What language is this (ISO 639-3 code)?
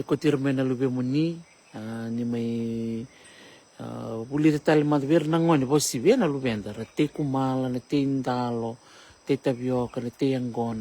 fij